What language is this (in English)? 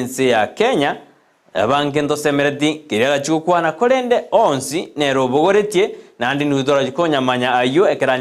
Gusii